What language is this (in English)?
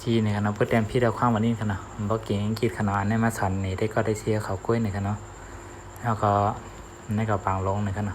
Shan